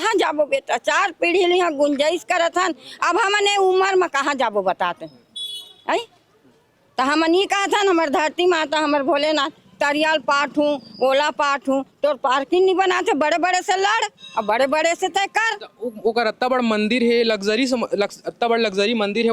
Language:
Chhattisgarhi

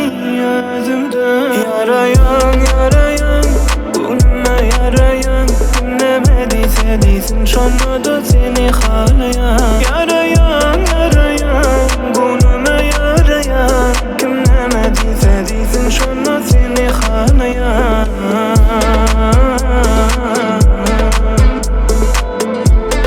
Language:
Turkish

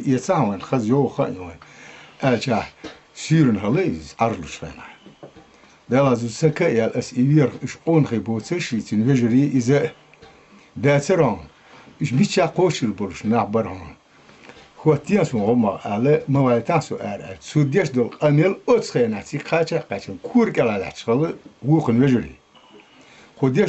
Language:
Chechen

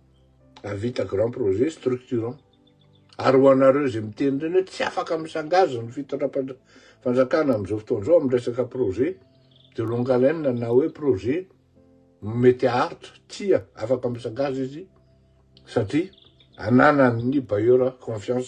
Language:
Malagasy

